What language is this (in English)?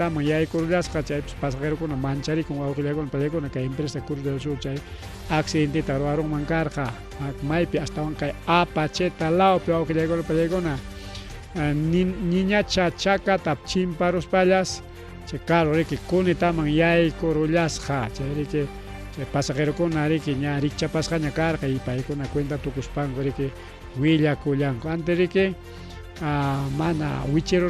Ayacucho Quechua